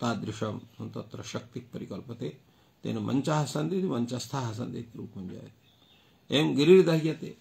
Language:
Sanskrit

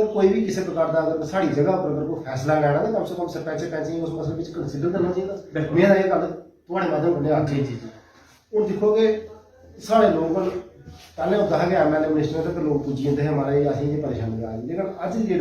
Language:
Dogri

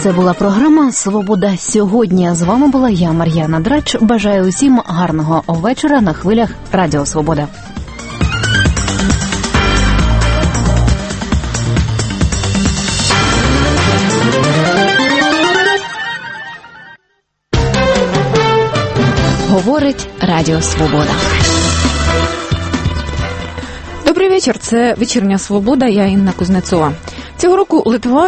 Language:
Ukrainian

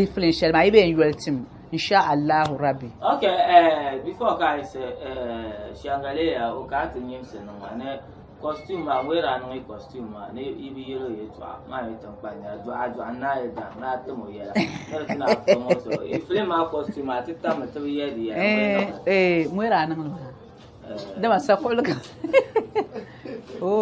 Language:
Dagbani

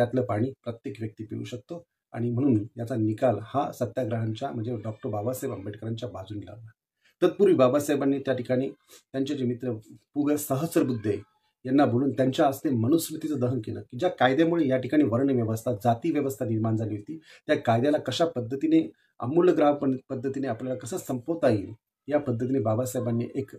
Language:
Marathi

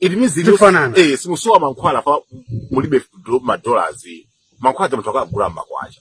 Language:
Nyanja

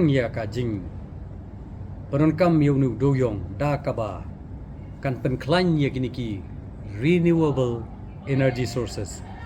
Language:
Khasi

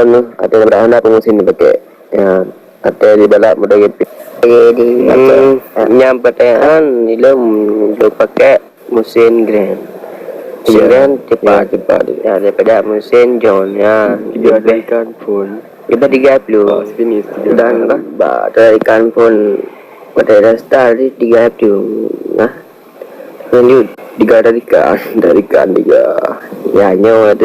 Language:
Achinese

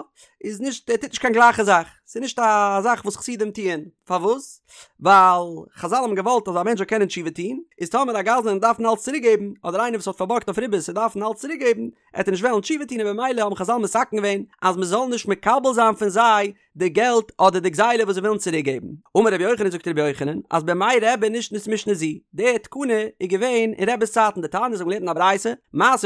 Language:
Yiddish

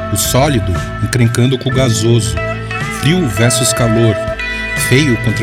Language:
Portuguese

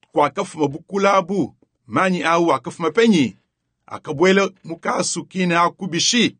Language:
Luba-Lulua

